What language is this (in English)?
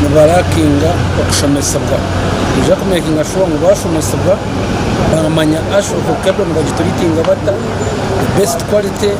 Nyankole